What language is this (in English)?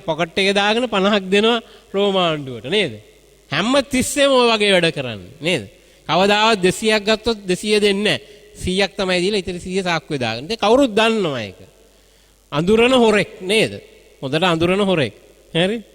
Sinhala